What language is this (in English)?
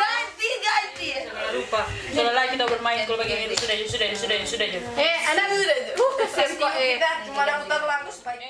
Manado Malay